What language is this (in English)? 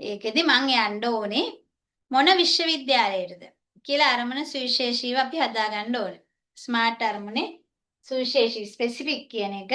Sinhala